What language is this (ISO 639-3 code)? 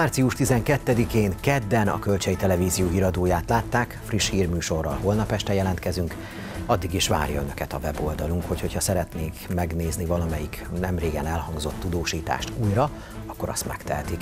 hun